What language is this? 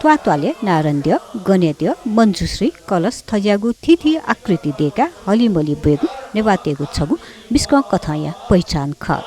Newari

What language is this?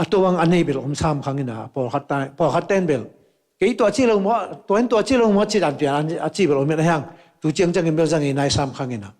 Tedim Chin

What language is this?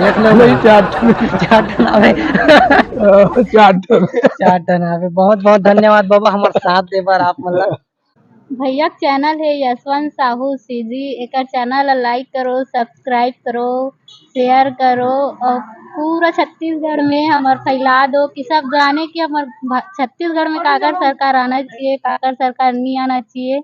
Chhattisgarhi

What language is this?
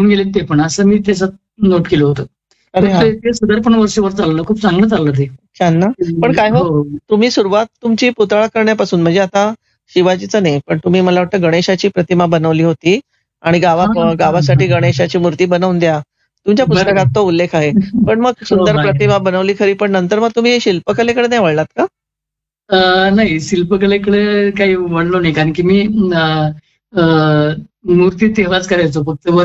Marathi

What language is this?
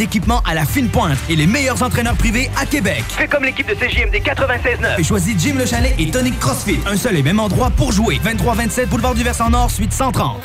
French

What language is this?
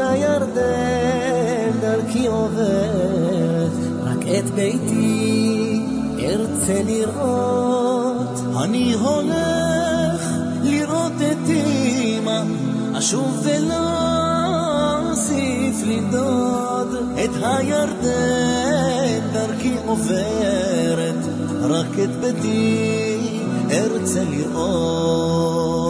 Hebrew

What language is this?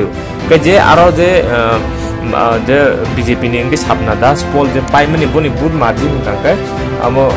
Kok Borok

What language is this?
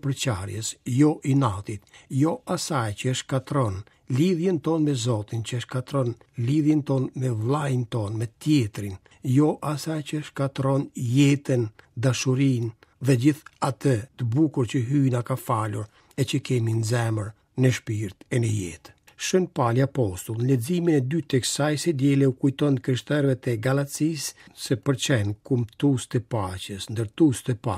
Albanian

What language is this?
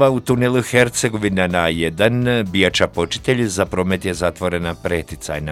Bosnian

